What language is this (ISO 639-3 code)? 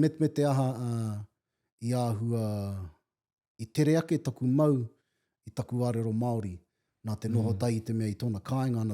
mri